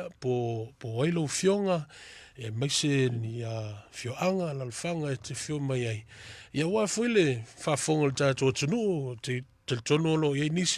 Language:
Samoan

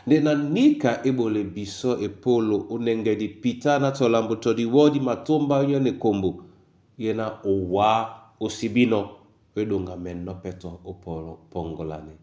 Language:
Duala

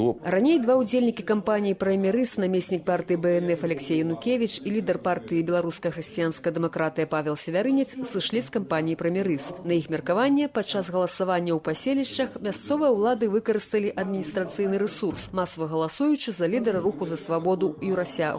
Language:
Belarusian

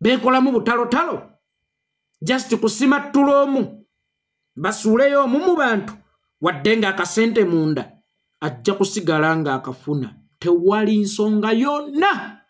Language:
Ganda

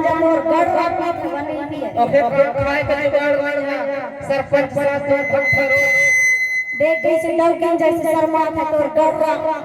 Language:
Chhattisgarhi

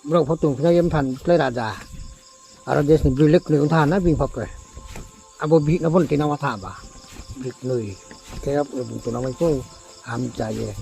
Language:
Riang (India)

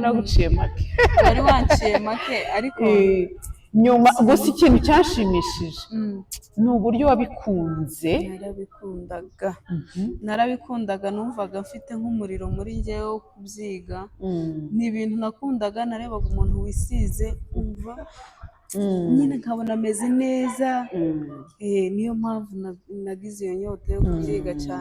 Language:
Kinyarwanda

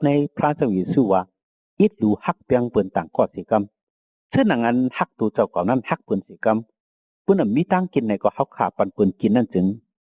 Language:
Shan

